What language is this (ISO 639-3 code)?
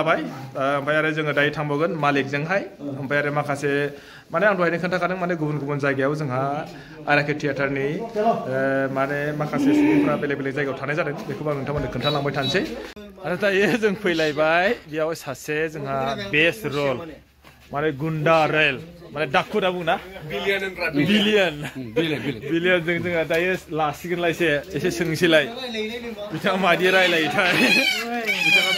brx